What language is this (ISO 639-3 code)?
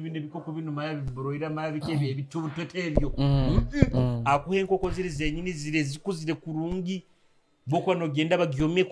nyo